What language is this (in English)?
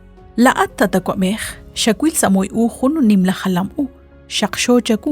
Kekchí